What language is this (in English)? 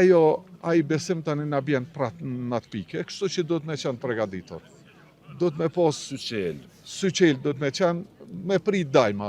Albanian